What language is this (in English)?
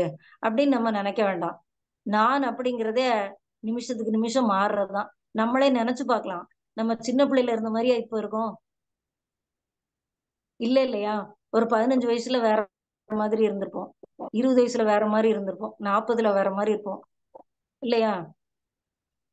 Tamil